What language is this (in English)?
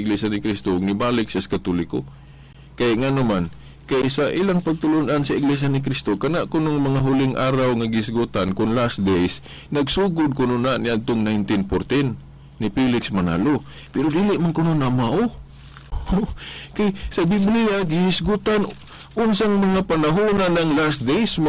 Cebuano